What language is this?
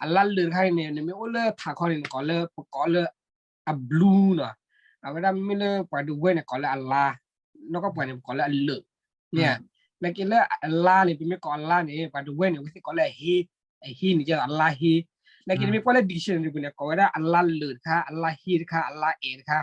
S'gaw Karen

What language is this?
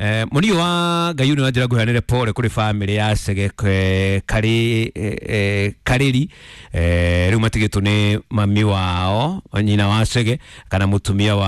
Kikuyu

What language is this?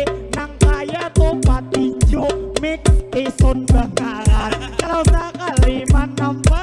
Banjar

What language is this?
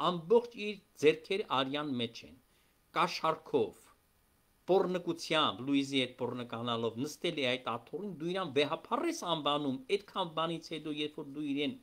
Armenian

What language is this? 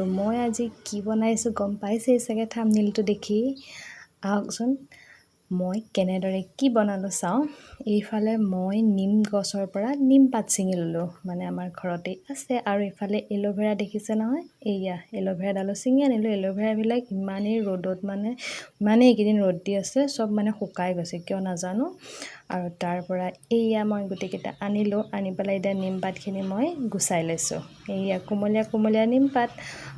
Assamese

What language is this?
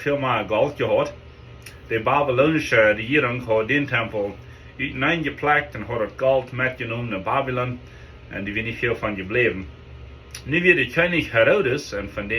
Plautdietsch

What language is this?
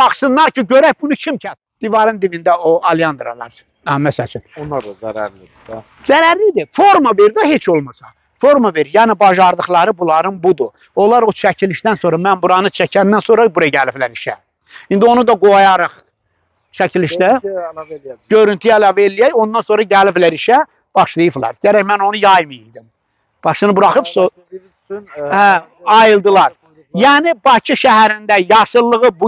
Azerbaijani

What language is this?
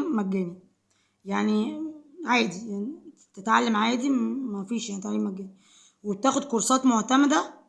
Egyptian Arabic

